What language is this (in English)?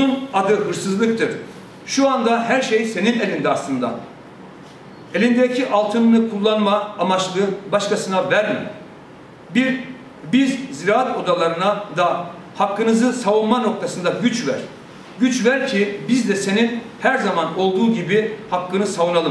Turkish